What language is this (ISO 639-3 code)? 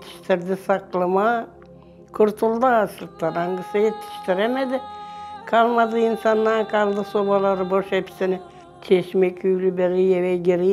gag